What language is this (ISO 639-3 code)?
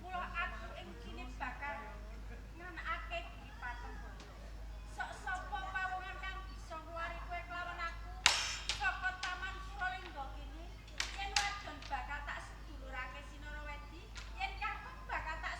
jav